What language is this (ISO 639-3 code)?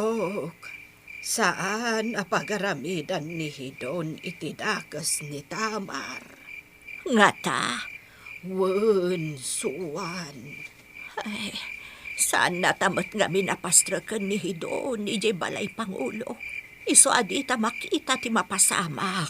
ilo